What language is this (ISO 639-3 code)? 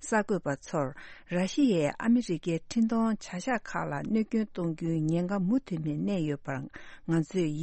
bod